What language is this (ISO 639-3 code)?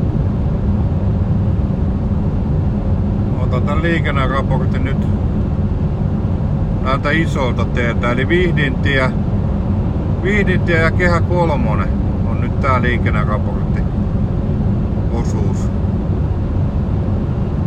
fin